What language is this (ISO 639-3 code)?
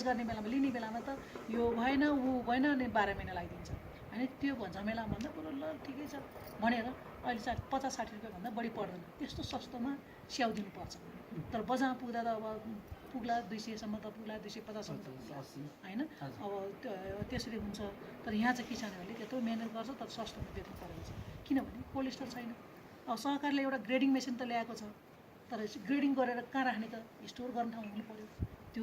nep